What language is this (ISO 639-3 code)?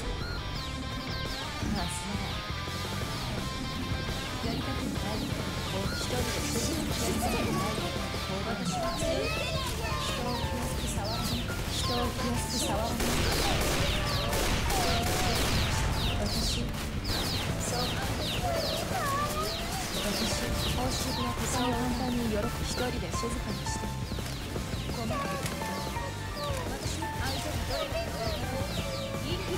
jpn